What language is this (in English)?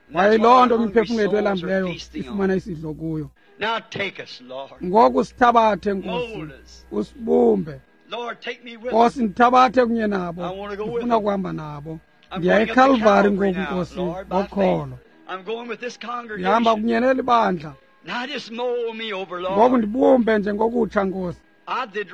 Xhosa